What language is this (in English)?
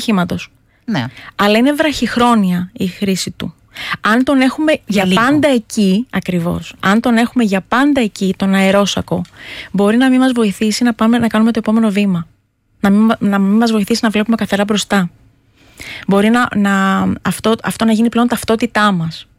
Greek